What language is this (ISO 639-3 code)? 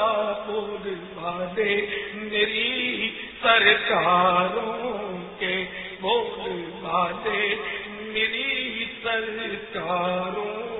urd